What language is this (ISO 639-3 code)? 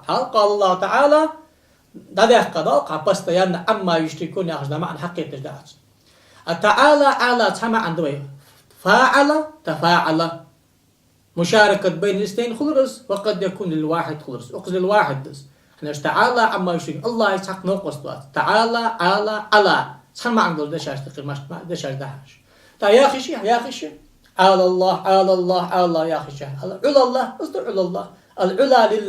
inh